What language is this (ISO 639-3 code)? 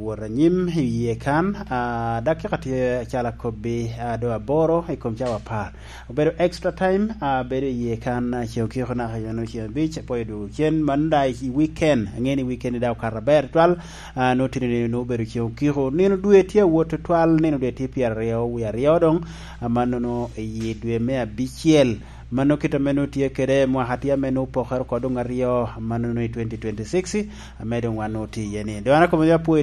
laj